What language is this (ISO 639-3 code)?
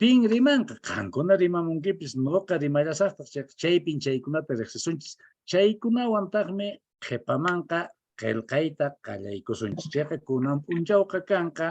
que